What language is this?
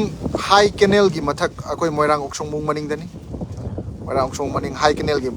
Manipuri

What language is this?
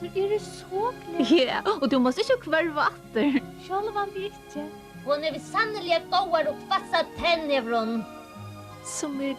Faroese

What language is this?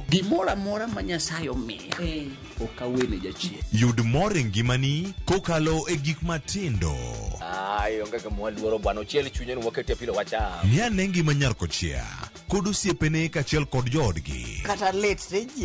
Luo (Kenya and Tanzania)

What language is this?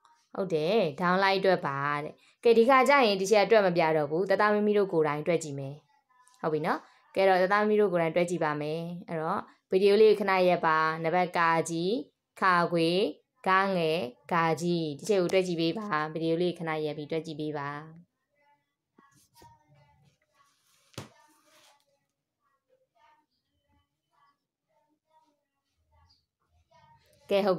Burmese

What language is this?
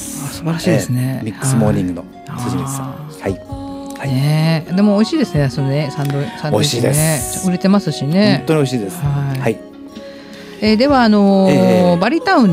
Japanese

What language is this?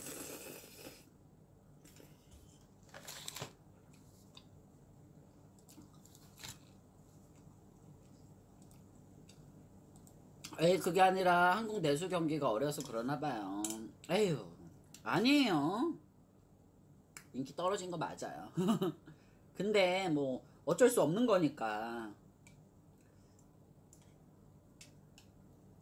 Korean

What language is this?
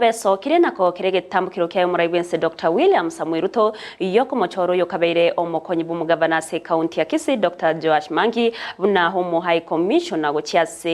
Gusii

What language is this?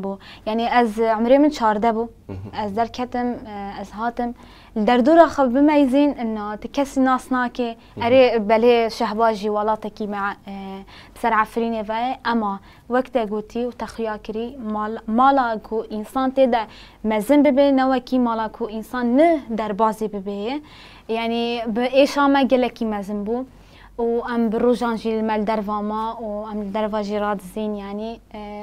Kurdish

